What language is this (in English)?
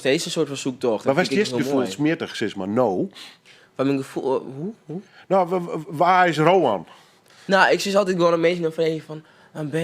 Western Frisian